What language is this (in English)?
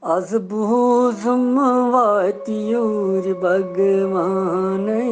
Kashmiri